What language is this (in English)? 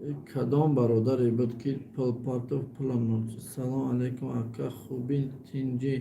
Tajik